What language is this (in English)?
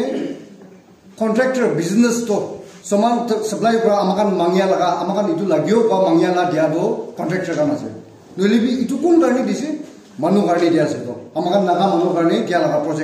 Naga Pidgin